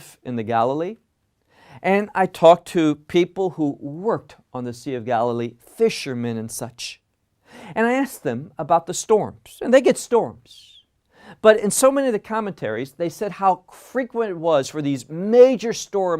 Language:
English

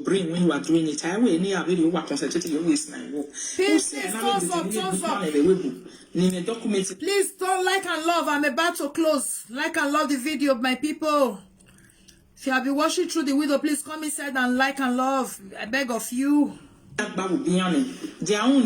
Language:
Nigerian Pidgin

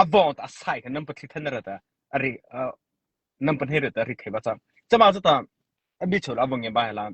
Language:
Mara Chin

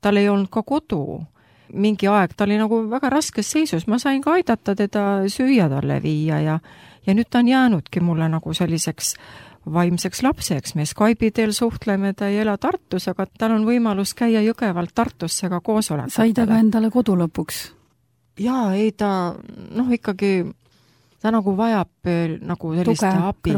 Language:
Estonian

